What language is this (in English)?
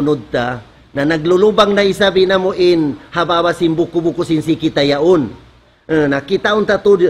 Tausug